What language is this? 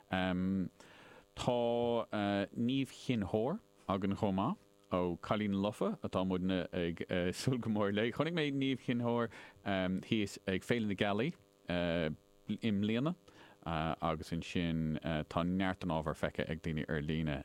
Irish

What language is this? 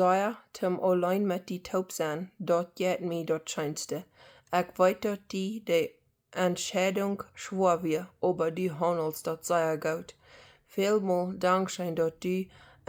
Plautdietsch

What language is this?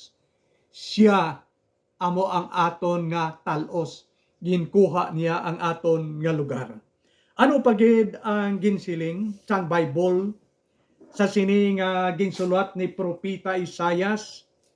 Hiligaynon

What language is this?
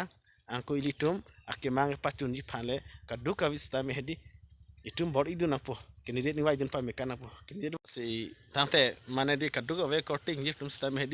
Karbi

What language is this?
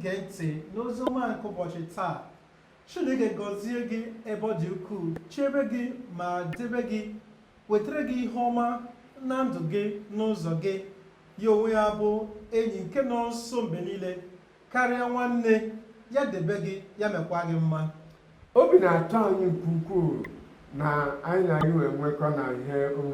Igbo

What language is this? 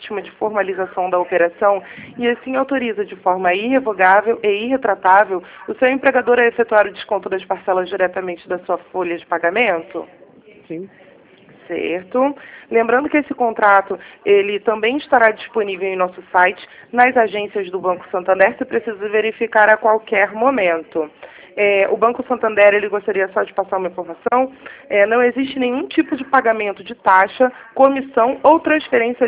Portuguese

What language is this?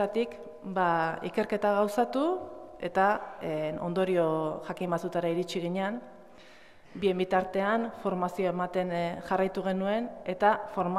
Basque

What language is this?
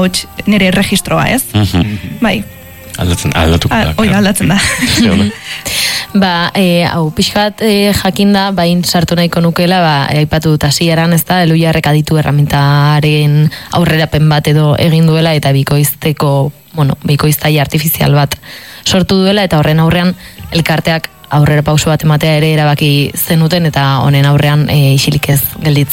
Basque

